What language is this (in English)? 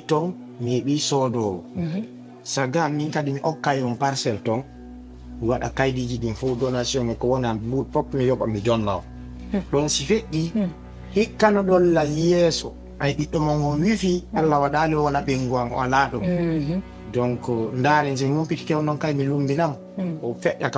Fula